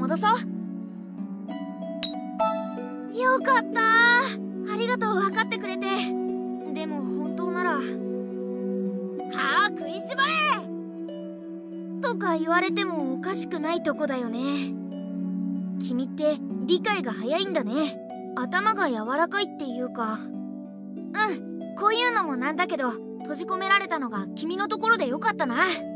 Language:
Japanese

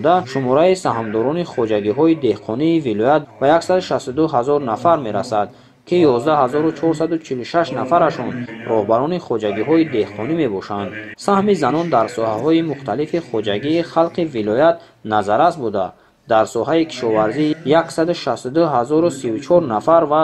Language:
Tajik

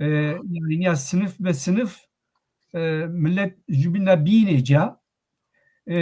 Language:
Zaza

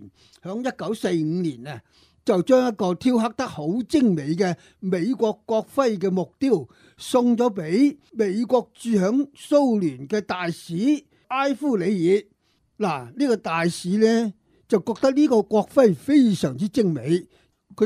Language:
Cantonese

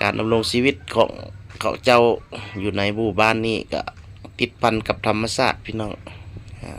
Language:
Lao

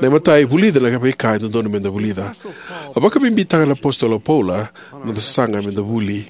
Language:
Fijian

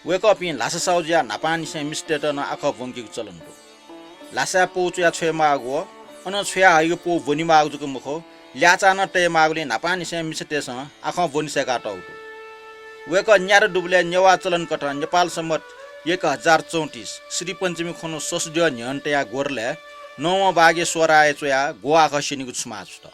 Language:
Newari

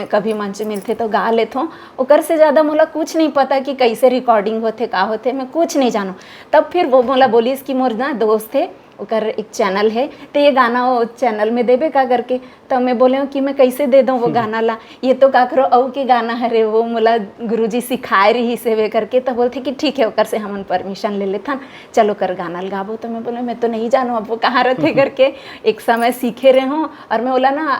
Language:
Chhattisgarhi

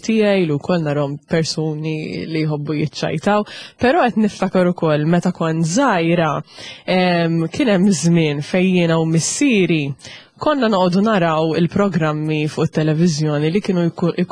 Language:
Maltese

